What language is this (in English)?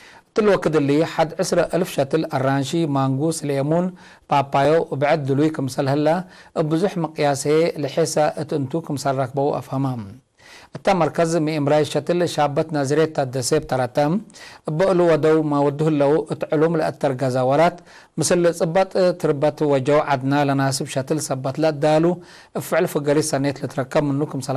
Tigre